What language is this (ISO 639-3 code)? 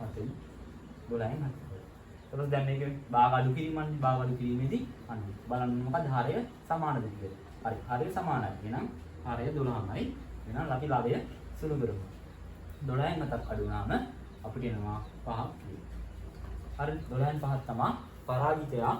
sin